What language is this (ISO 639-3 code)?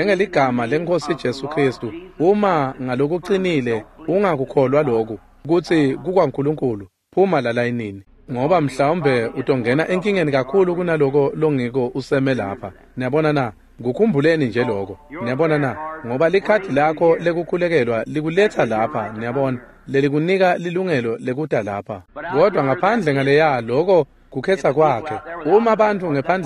ssw